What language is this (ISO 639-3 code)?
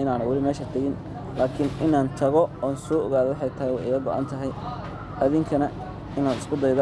som